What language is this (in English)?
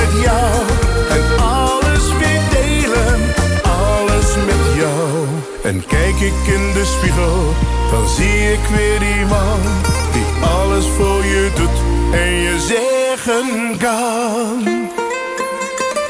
Dutch